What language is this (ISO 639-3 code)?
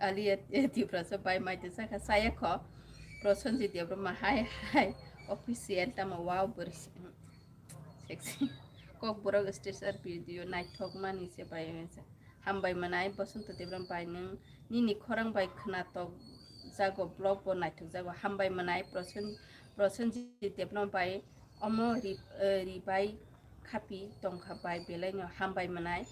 trp